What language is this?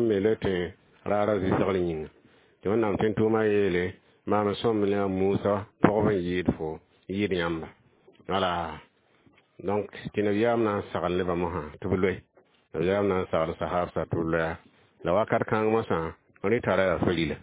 Mossi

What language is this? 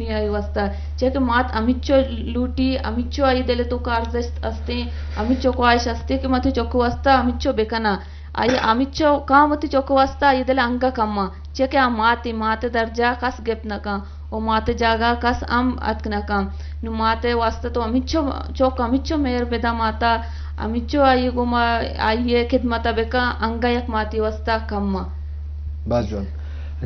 Eastern Balochi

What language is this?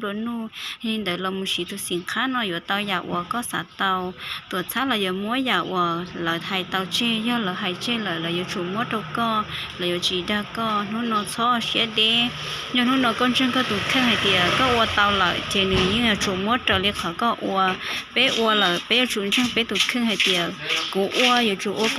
Hmong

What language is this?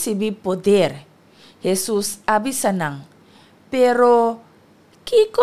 Papiamento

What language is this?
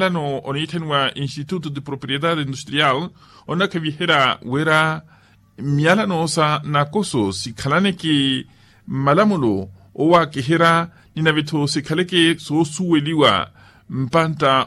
Makhuwa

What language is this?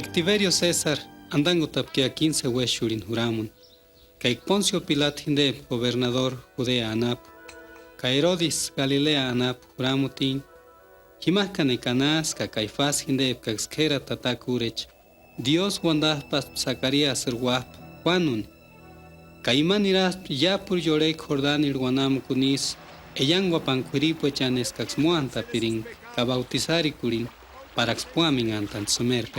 Purepecha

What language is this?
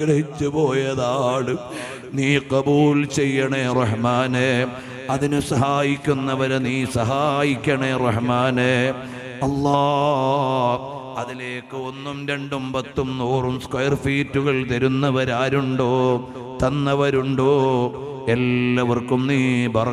Malayalam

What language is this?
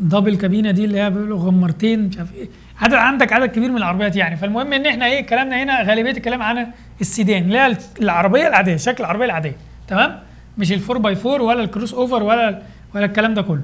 Egyptian Arabic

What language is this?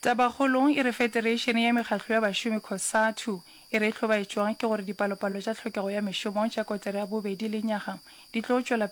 Northern Sotho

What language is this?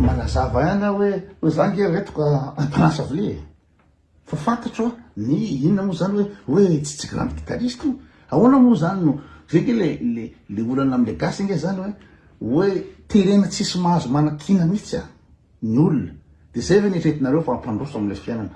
Malagasy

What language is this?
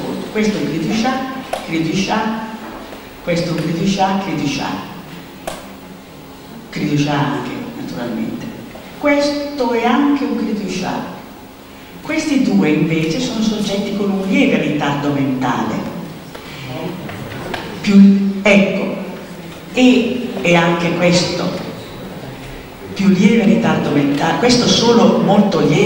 Italian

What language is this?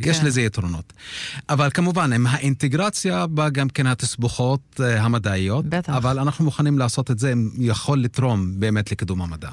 Hebrew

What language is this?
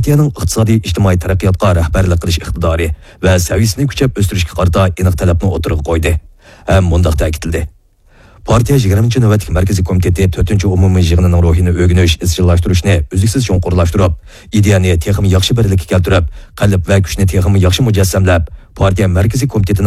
Uyghur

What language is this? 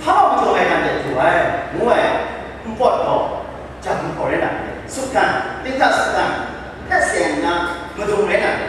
Kachin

